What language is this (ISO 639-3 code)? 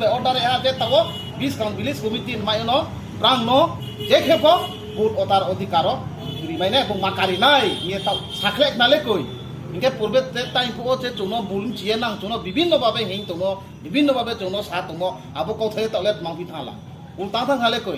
ria